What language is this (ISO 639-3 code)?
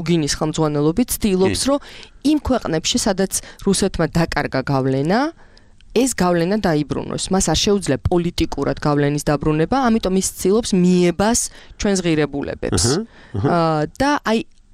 kat